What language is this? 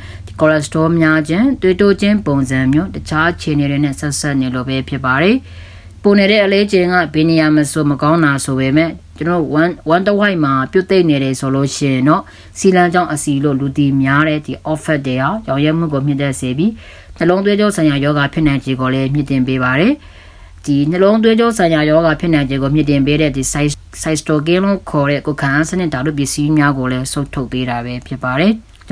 Burmese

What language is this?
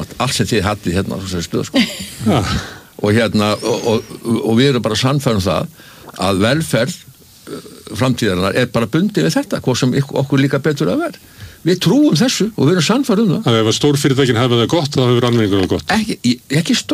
Icelandic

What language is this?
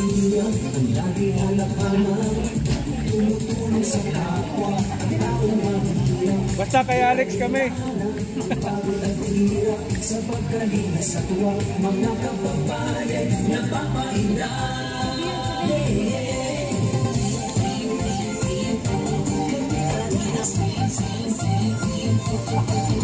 Filipino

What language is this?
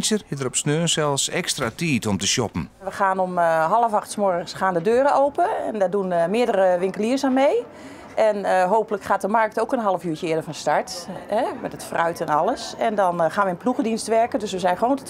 Western Frisian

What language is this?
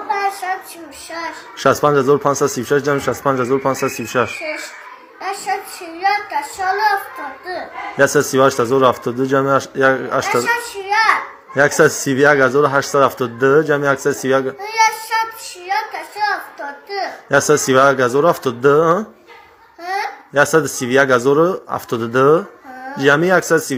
Tajik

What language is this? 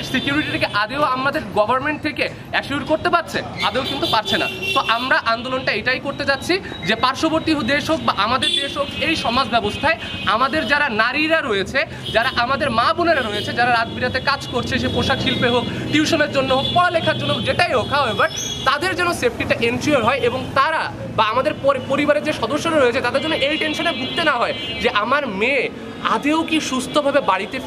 Bangla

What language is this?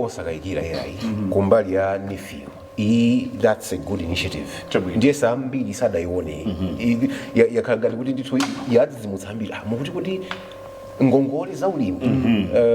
Nyanja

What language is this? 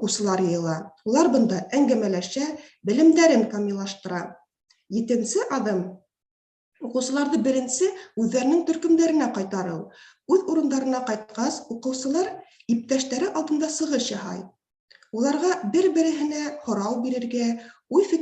Bashkir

